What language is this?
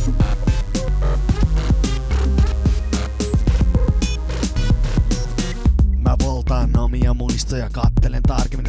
Finnish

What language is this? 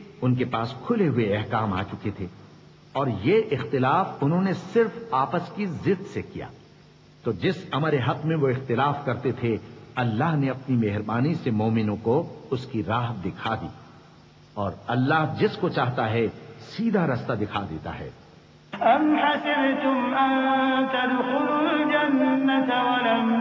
Urdu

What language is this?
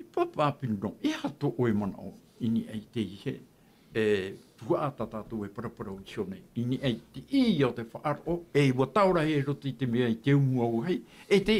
Tahitian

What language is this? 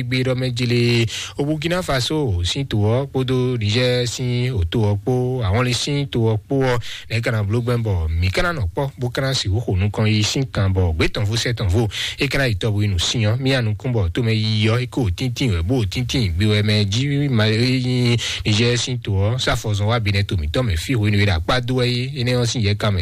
Fon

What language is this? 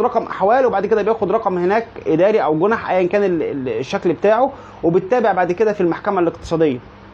Egyptian Arabic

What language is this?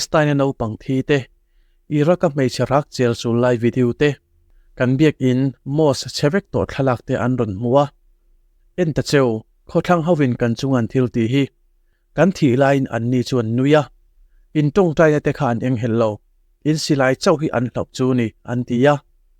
Mizo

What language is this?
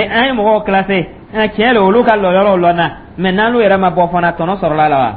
Dyula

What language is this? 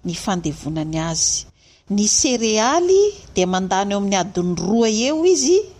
Malagasy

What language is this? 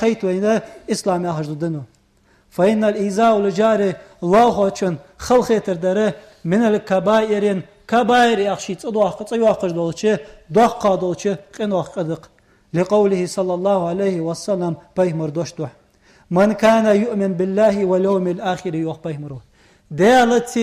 Ingush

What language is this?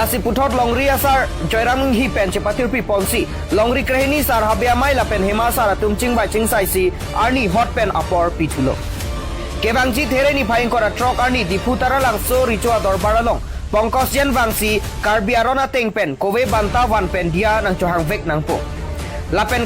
Karbi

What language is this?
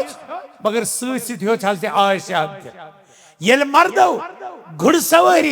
Kashmiri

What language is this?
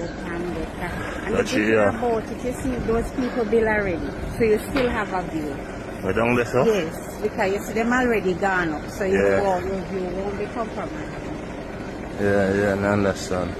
Jamaican Creole English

